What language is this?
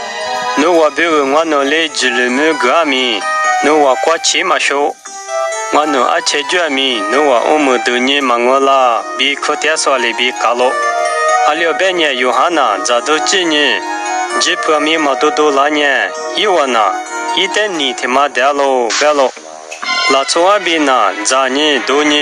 Lisu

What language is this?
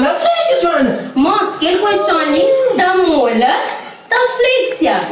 Kabuverdianu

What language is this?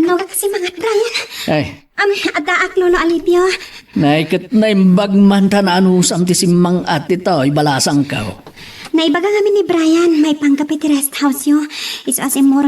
Iloko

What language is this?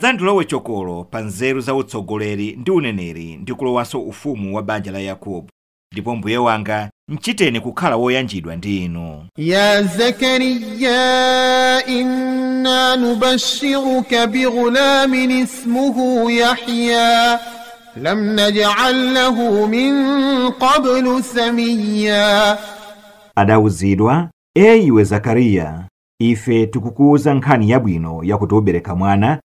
Nyanja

